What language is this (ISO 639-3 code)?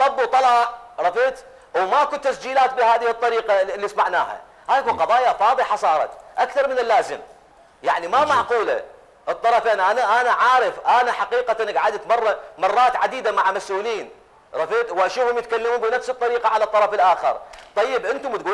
acm